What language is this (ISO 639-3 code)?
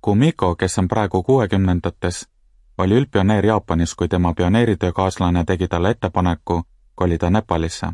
est